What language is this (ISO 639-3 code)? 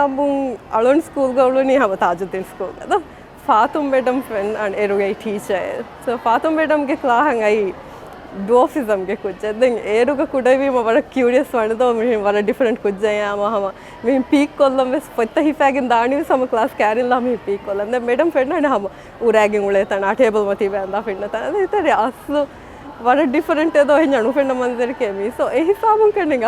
div